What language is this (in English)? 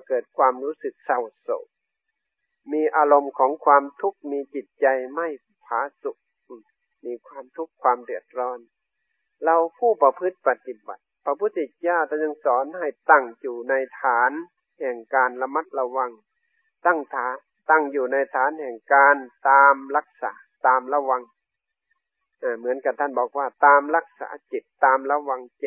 Thai